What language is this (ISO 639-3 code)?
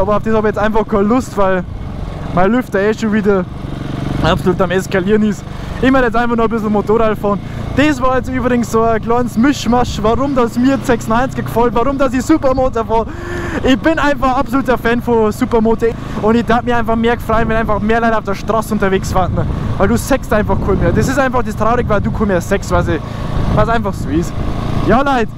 bar